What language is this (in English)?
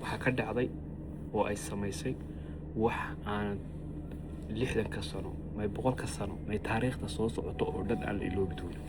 Somali